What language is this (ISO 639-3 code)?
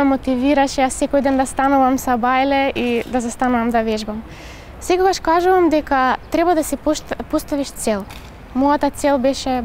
mkd